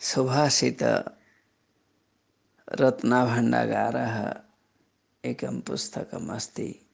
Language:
Sanskrit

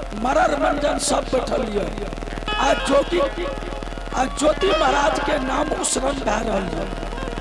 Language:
Angika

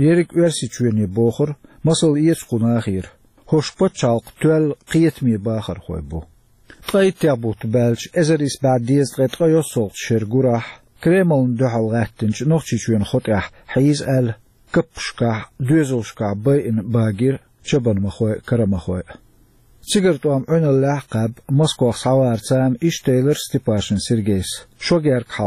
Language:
Chechen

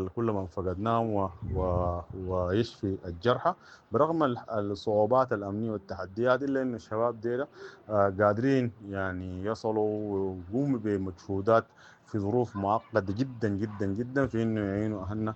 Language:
Sudanese Arabic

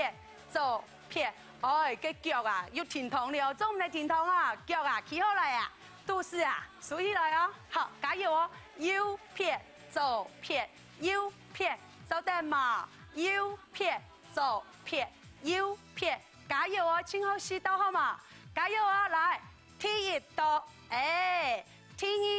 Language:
Hakka Chinese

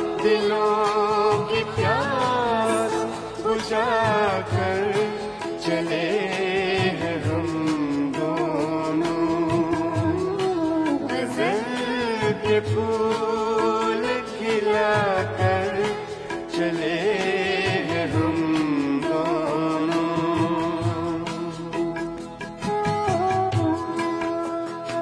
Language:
Hindi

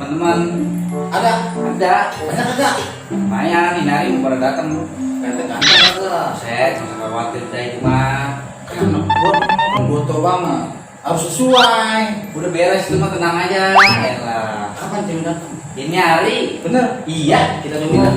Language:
Betawi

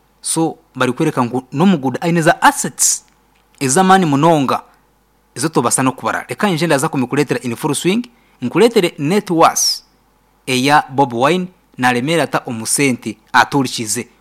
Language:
Nyankole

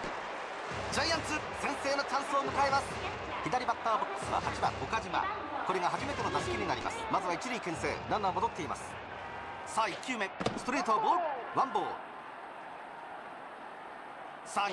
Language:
Japanese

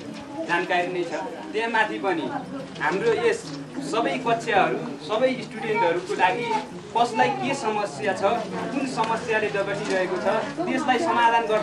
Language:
Nepali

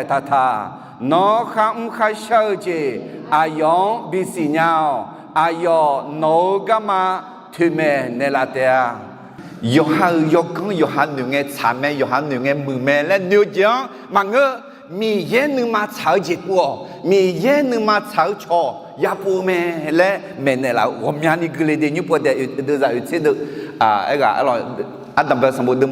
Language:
Akha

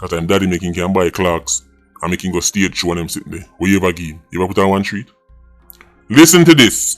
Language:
Jamaican Creole English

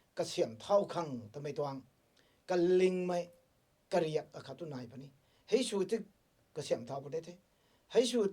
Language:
Rongmei Naga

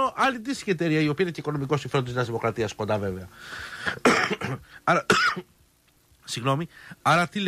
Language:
Greek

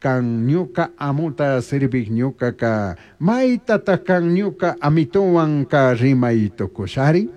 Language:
Chimborazo Highland Quichua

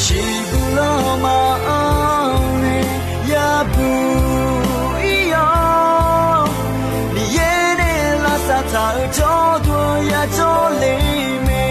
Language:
Akha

